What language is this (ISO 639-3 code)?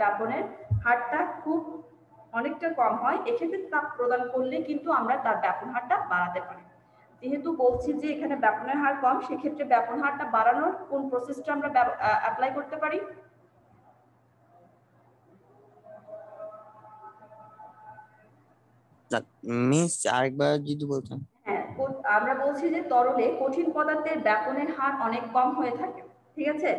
ben